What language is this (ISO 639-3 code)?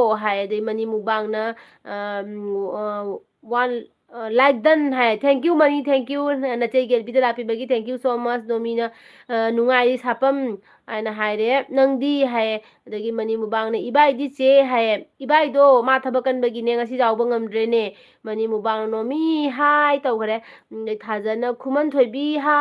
mni